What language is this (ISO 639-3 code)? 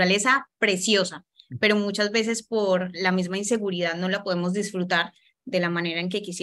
spa